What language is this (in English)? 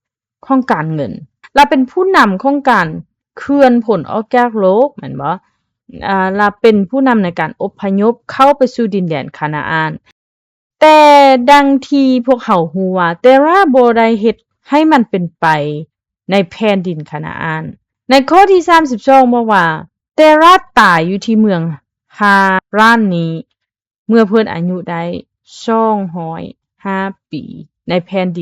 Lao